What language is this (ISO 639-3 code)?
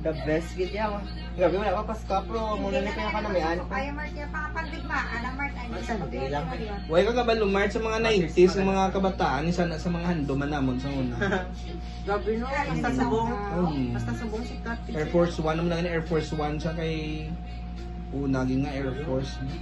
hil